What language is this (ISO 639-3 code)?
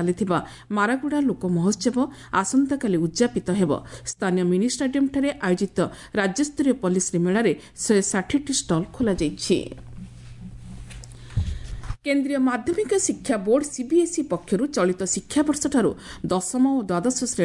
ori